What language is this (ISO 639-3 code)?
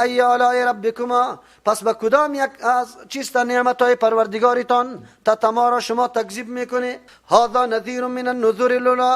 fas